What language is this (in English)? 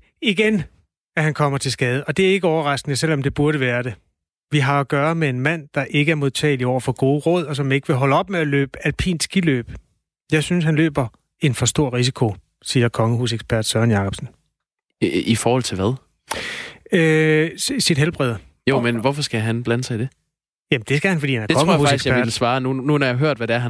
Danish